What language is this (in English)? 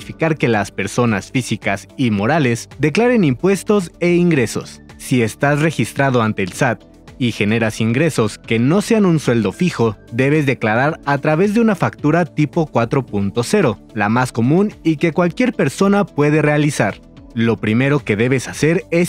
Spanish